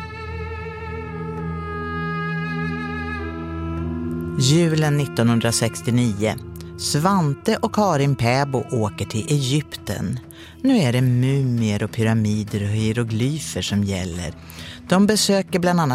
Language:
Swedish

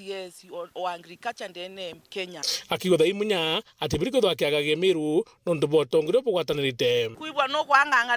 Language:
Meru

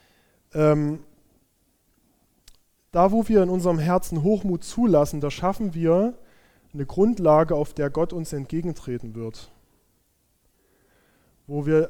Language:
German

